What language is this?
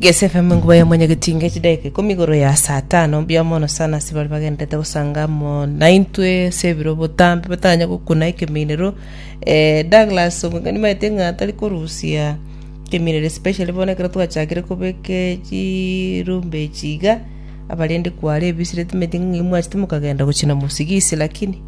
Gusii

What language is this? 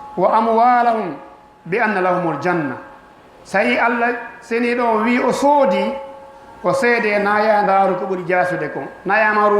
Fula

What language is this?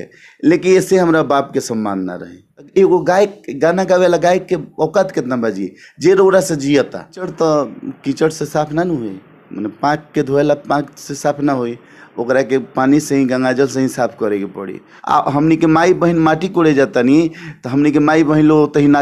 Bhojpuri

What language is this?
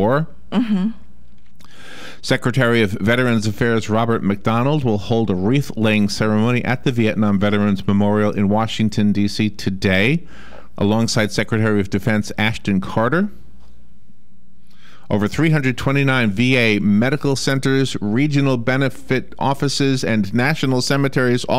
English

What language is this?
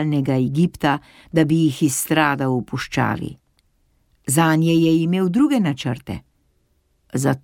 Slovenian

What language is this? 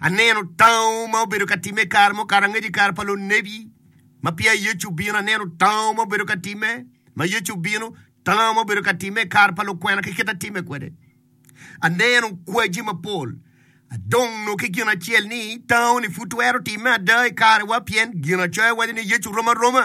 Acoli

